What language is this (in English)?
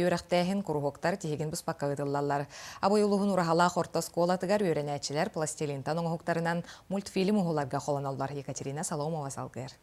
Yakut